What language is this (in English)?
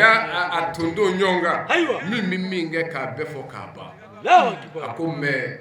Bambara